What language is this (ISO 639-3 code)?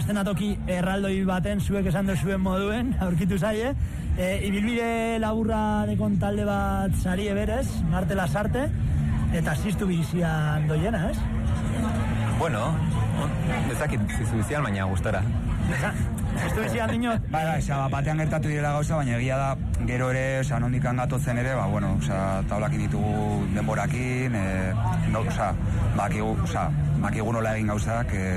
eus